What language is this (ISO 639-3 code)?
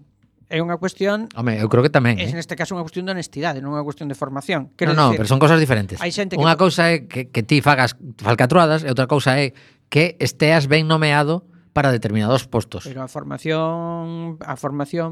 glg